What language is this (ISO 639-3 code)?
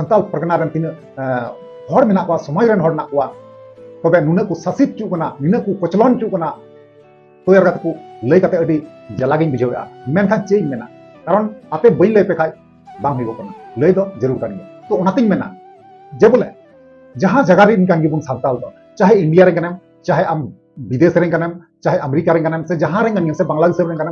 sat